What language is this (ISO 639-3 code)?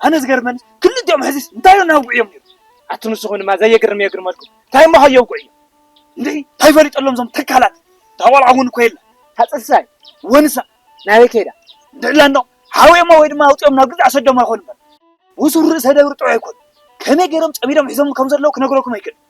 tir